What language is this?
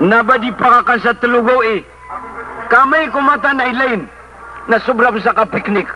Maranao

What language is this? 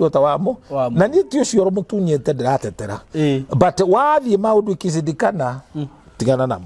Kikuyu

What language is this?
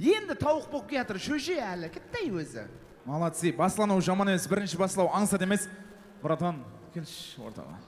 Kara-Kalpak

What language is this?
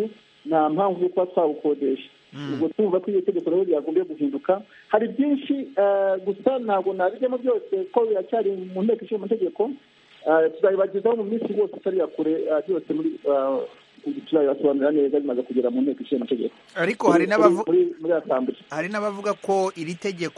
Kinyarwanda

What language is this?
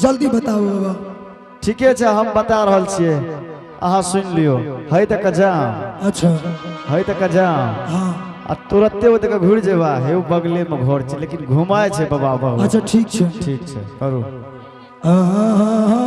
Angika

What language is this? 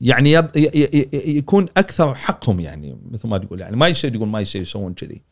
Gulf Arabic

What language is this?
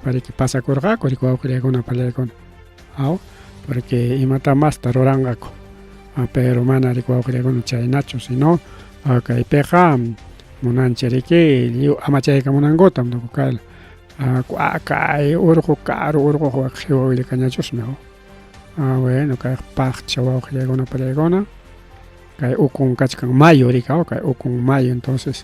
Ayacucho Quechua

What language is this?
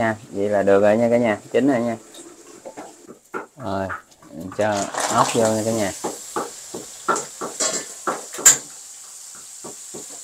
Vietnamese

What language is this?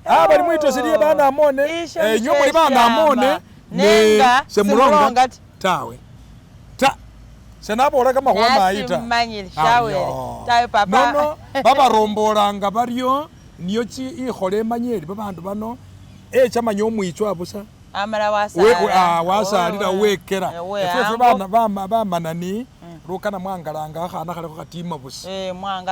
Masaaba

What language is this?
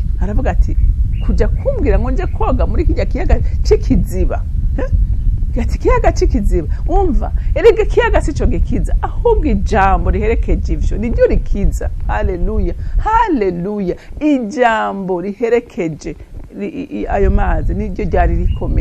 Rundi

